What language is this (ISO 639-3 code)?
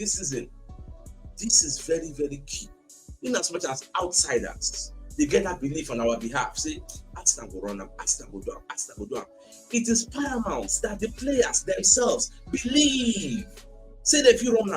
pcm